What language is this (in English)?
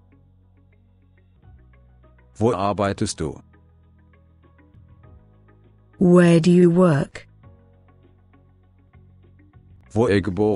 German